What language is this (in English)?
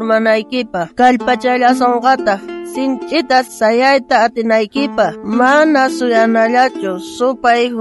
South Bolivian Quechua